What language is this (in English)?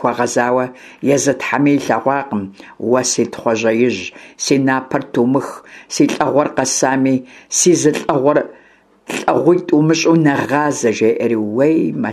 Kabardian